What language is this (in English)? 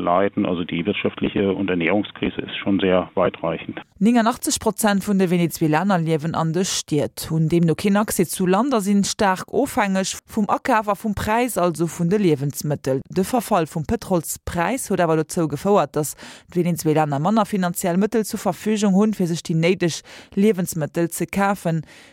Luxembourgish